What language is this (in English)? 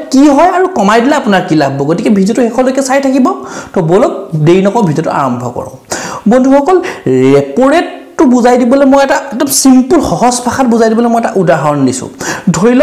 Assamese